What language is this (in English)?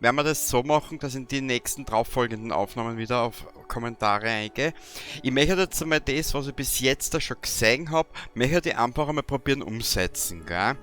Bavarian